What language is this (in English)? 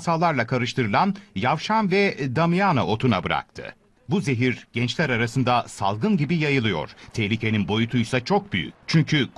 Turkish